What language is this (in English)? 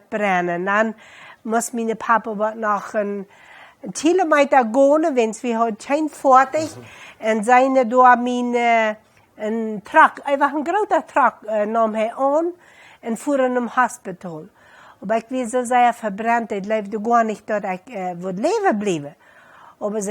Plautdietsch